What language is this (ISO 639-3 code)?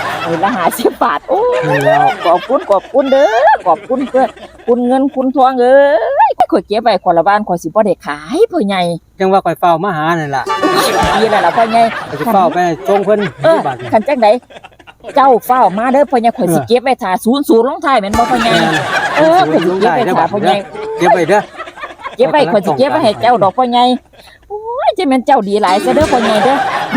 tts